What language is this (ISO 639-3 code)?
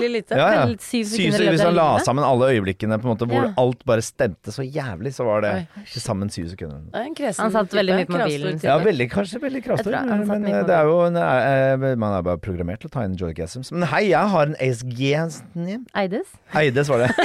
nor